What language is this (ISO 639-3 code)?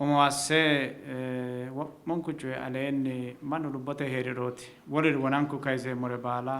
sid